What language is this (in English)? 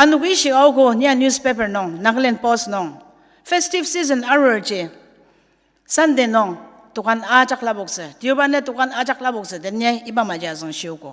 Ao Naga